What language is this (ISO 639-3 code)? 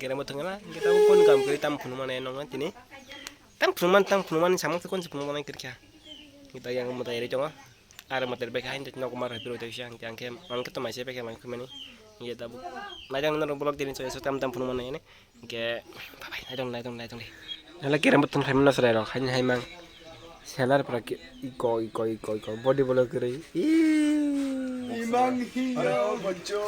trp